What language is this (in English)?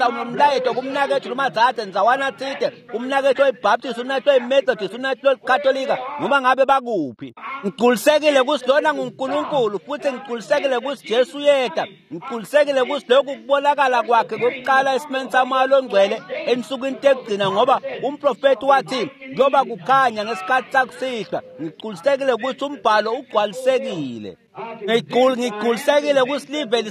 Swati